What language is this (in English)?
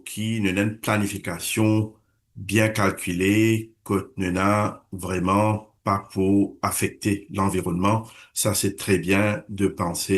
Morisyen